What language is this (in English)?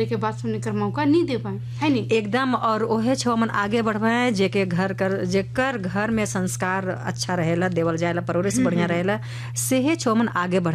Bhojpuri